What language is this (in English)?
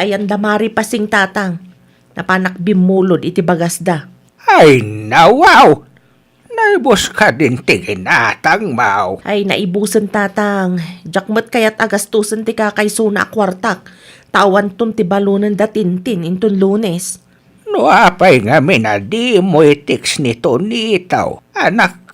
Iloko